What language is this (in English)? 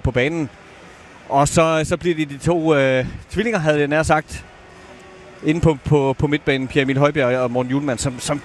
Danish